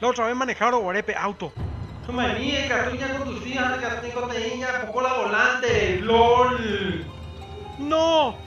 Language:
Guarani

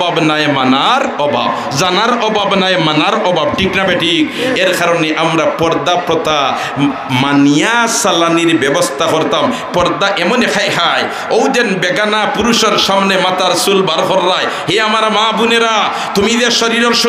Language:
Sylheti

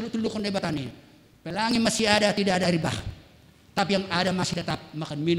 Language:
Batak Simalungun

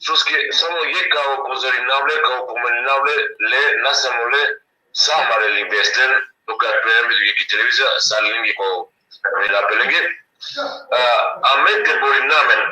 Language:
Balkan Romani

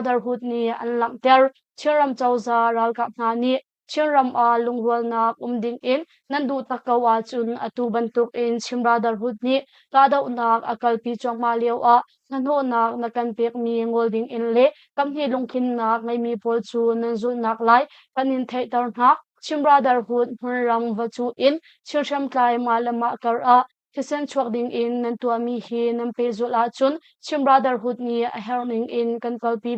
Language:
Hakha Chin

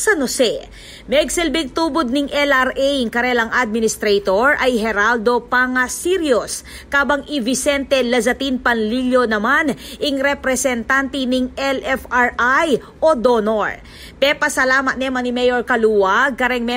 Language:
Pampanga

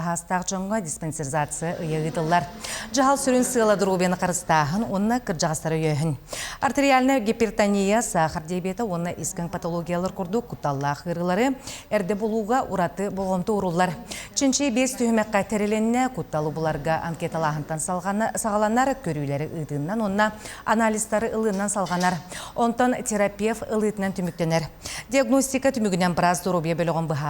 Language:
Yakut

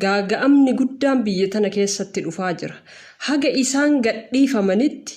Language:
Oromo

